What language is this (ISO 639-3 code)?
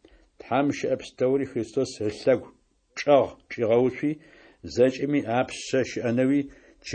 ady